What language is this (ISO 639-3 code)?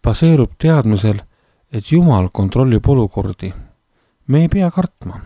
est